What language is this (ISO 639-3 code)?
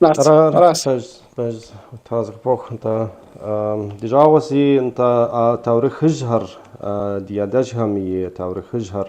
kbd